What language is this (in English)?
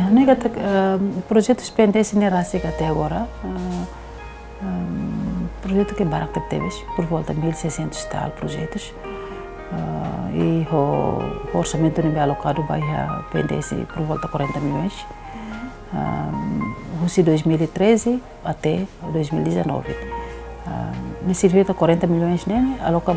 Tetum